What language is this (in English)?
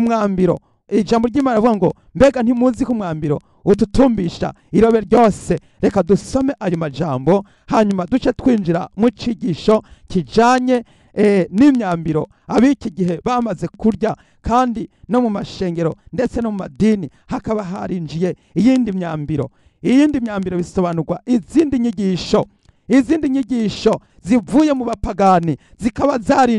Rundi